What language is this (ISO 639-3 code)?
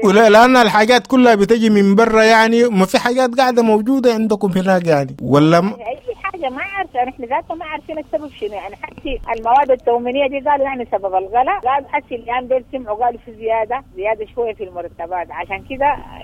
apd